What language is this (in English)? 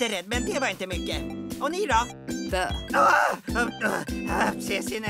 Swedish